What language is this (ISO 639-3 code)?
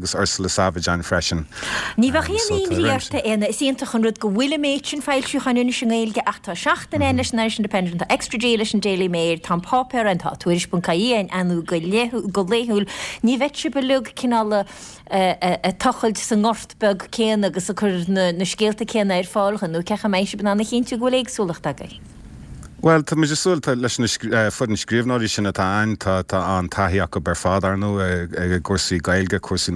gle